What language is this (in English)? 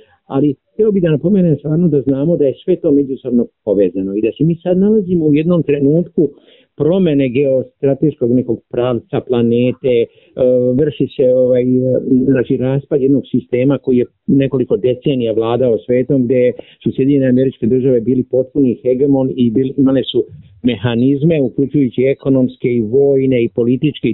Serbian